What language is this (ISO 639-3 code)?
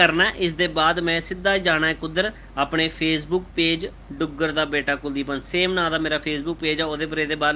doi